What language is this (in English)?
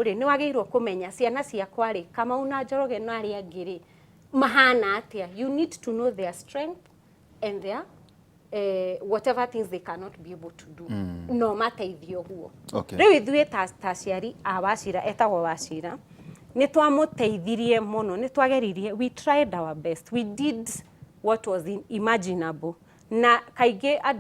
Kikuyu